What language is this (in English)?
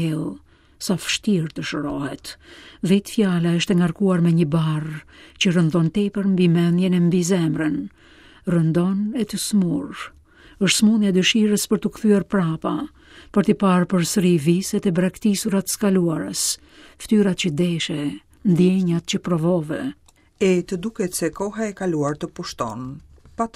Albanian